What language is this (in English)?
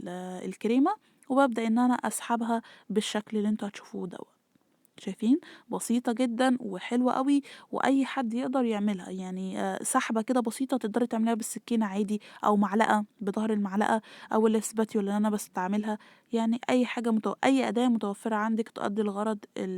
Egyptian Arabic